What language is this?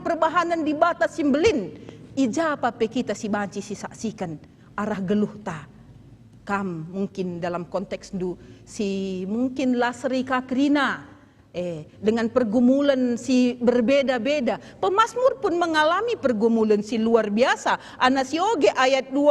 Batak Karo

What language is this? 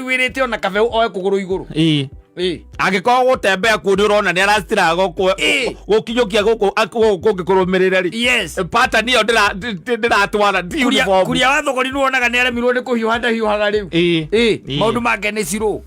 Kikuyu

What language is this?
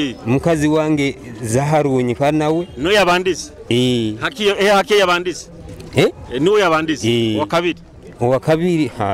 Nyoro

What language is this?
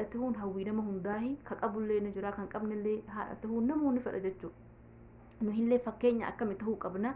Oromo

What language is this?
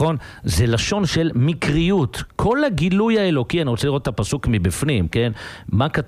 Hebrew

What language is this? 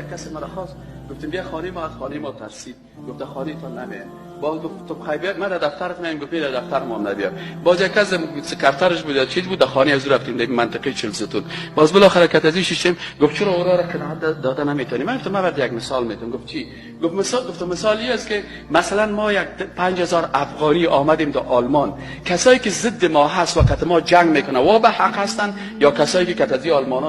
Persian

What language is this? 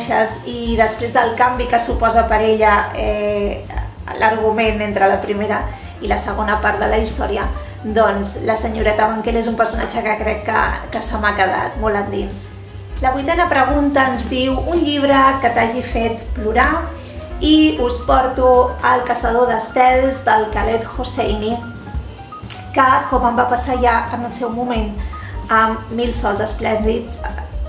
Catalan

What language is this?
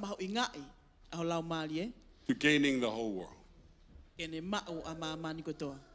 Tongan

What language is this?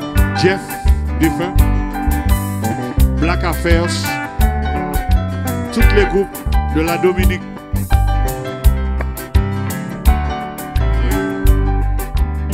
French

